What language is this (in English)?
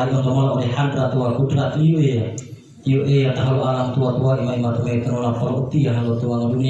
Gorontalo